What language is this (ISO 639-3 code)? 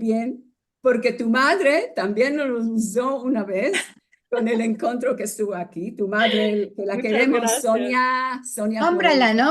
lad